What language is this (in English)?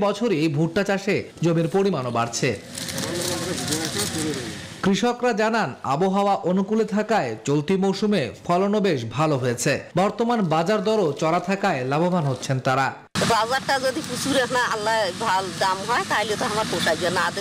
Bangla